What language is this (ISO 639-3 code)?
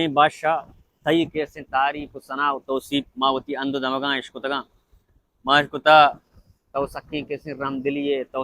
bal